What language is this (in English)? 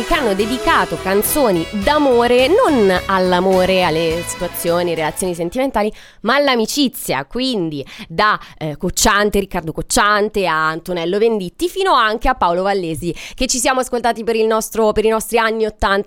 Italian